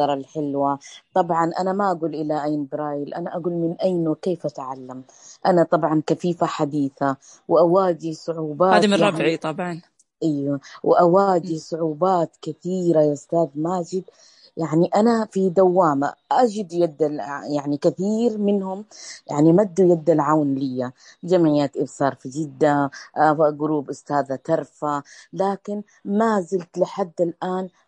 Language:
Najdi Arabic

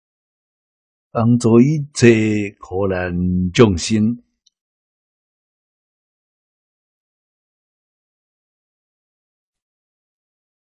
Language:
Min Nan Chinese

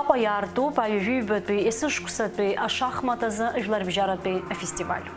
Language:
Abkhazian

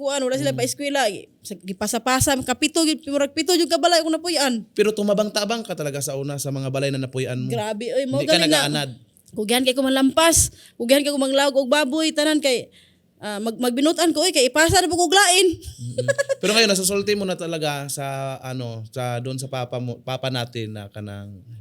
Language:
Cebuano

